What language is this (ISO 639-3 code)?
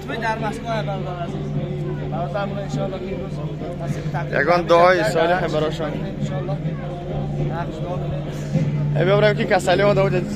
tgk